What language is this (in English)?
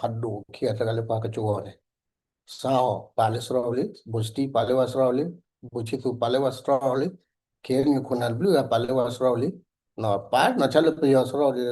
S'gaw Karen